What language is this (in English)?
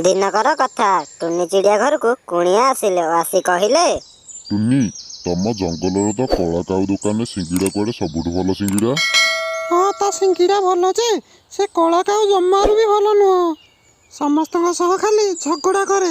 Odia